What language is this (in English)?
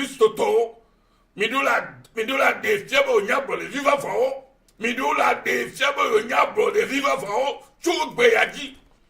Ewe